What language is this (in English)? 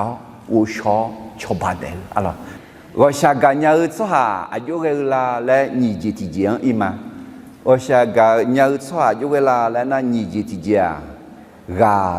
Akha